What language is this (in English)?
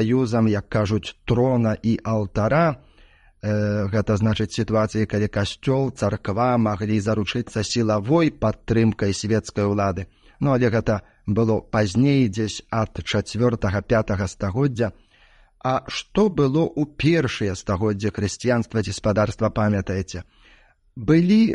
Belarusian